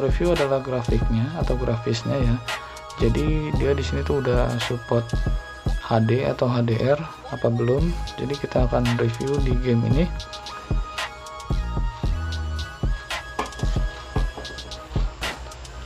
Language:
Indonesian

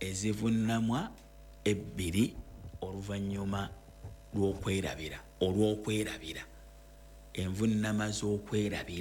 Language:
Ganda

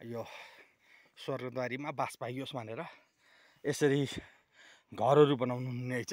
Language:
Nepali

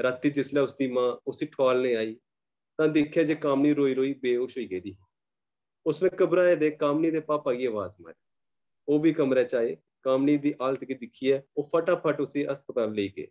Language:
Dogri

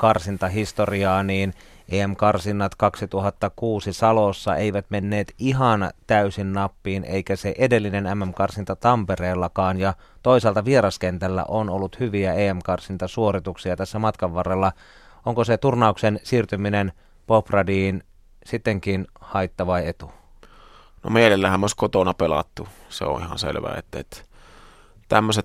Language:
Finnish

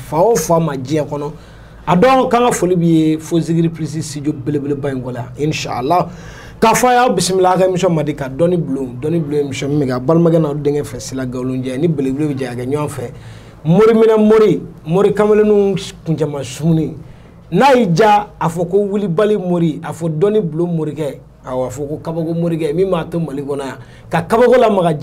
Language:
Bambara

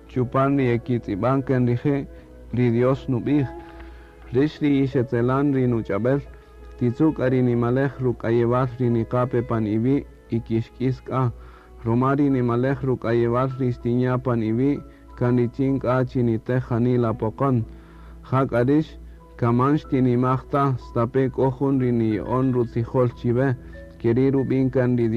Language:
Kaqchikel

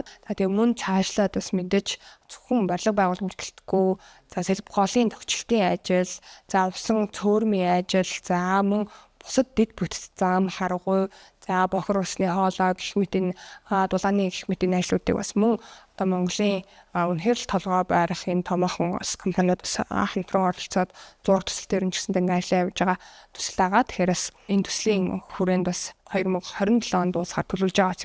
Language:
Mongolian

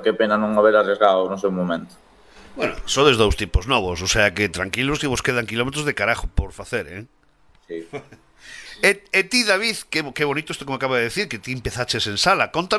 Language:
Galician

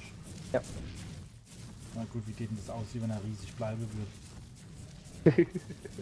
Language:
German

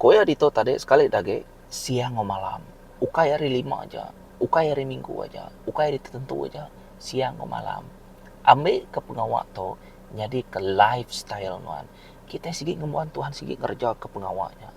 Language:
Iban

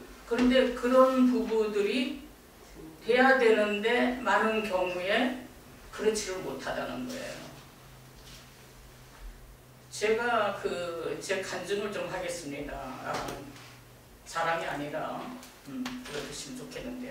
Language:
Korean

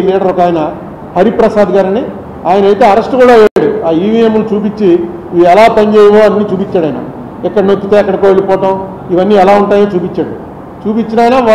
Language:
Telugu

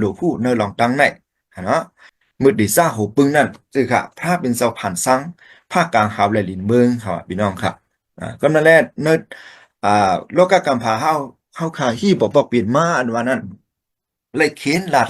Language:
Shan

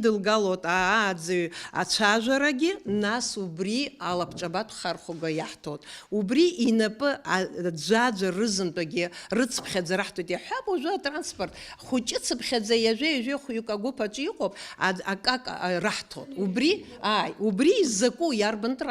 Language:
Abkhazian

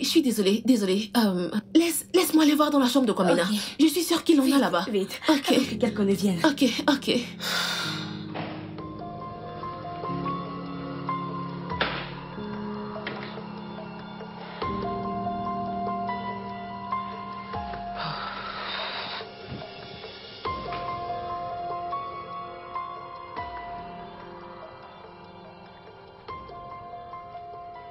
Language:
French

